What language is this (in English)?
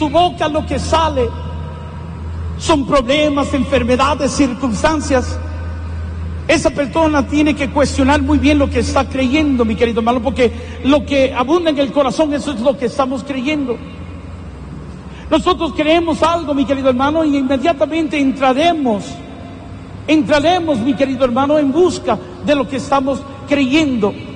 Spanish